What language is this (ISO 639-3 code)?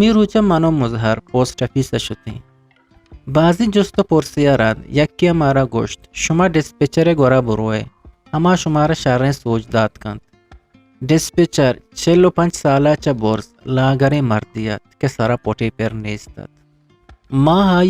bgp